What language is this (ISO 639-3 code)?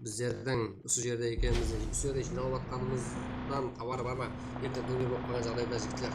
kaa